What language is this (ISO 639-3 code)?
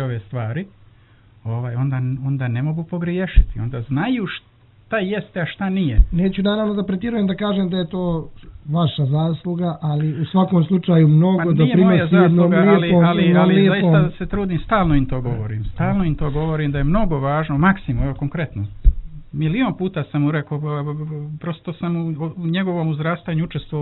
bos